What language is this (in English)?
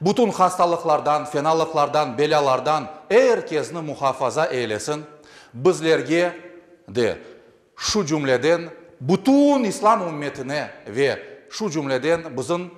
Crimean Tatar